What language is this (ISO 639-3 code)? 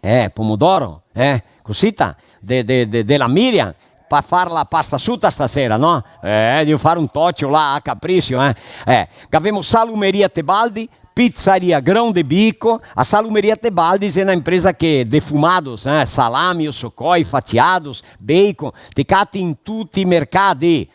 vec